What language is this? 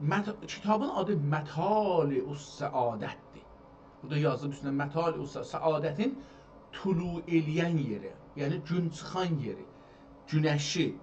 South Azerbaijani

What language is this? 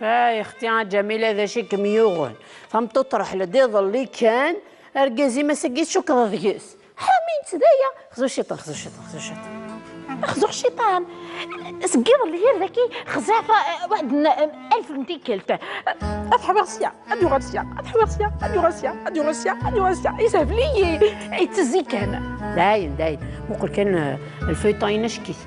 Kabyle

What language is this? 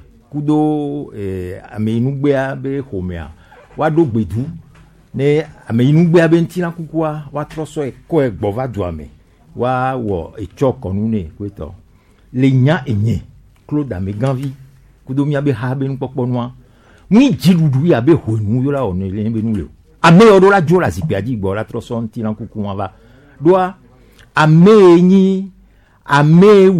Gen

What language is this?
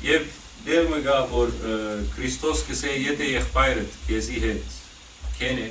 Western Armenian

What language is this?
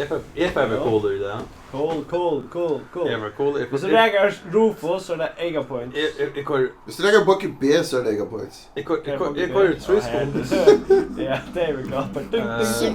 Faroese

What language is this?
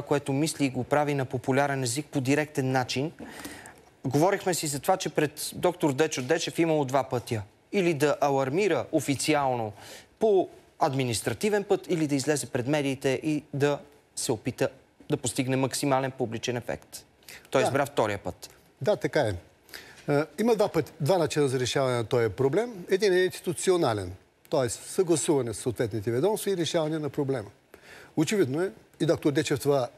Bulgarian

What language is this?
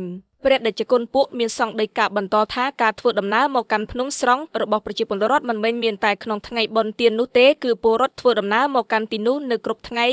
Khmer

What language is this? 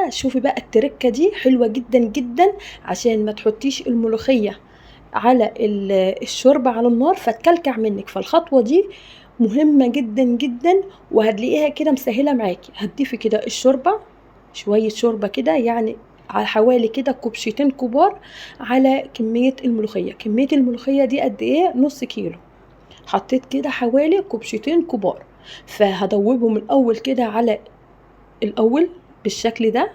Egyptian Arabic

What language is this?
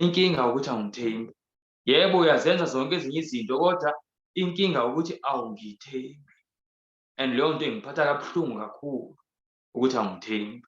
Zulu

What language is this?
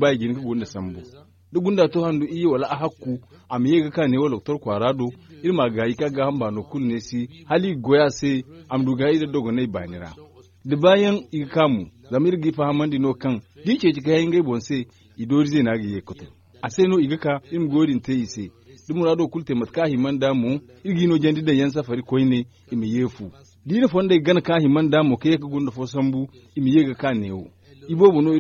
Zarma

